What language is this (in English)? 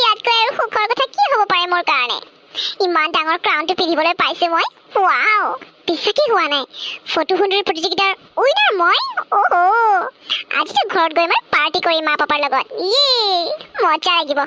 Assamese